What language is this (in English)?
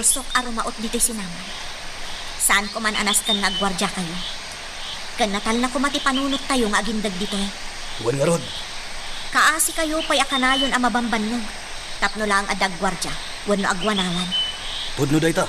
Iloko